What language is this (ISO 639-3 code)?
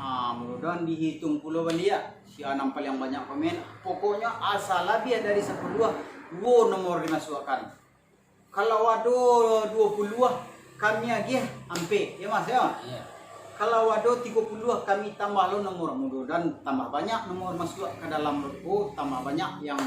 min